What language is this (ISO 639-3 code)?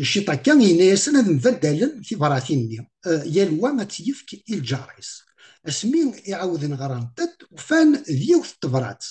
kab